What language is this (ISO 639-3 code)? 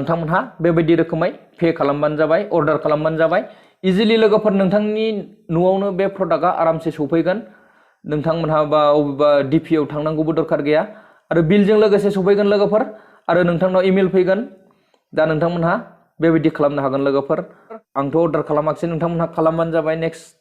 brx